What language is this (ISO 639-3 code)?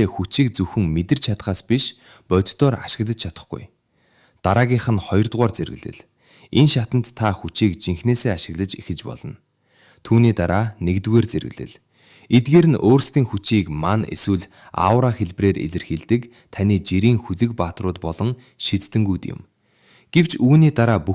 mon